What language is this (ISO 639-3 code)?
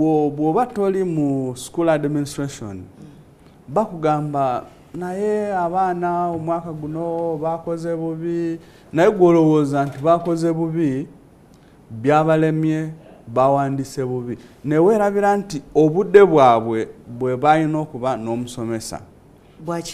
lug